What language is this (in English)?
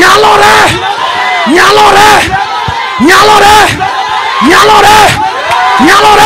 Luo (Kenya and Tanzania)